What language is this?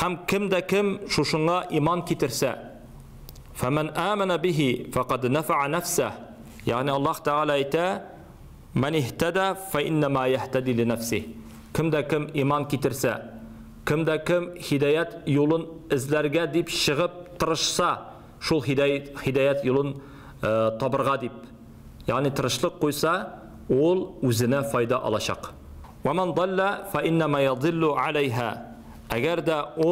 Tatar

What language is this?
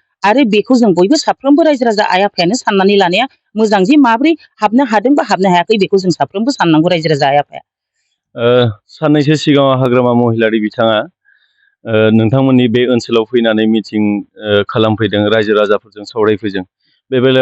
Bodo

